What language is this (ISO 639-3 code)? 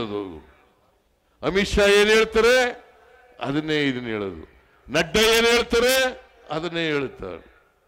kan